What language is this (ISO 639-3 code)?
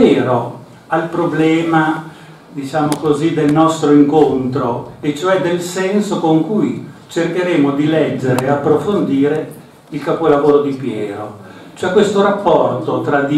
ita